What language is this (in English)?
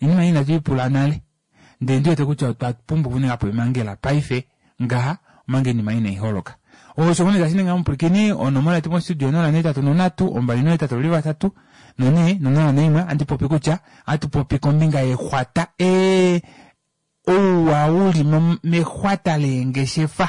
Kuanyama